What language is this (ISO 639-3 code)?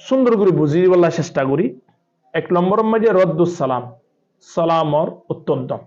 rhg